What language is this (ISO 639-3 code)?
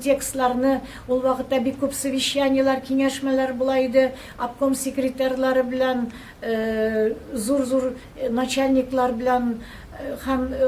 tat